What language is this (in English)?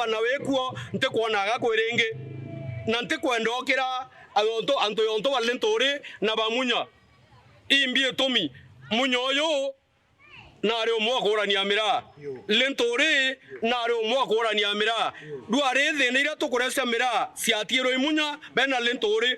Meru